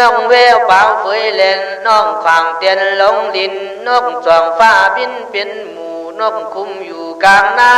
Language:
Khün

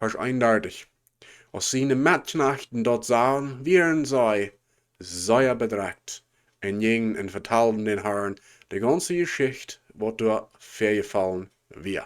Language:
Plautdietsch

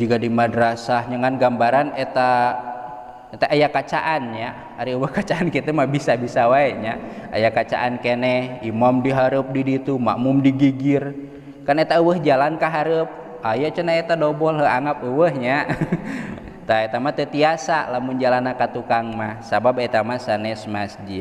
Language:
Sundanese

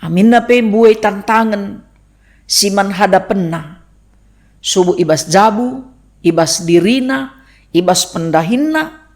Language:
Batak Karo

